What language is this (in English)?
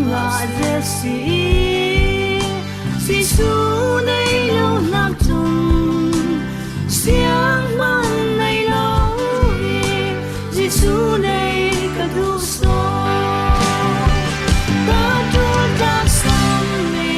Falam Chin